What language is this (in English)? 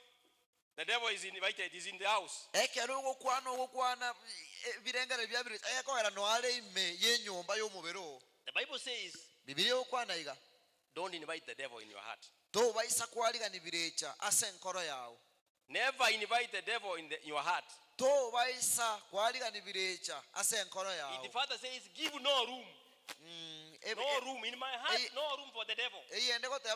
Gusii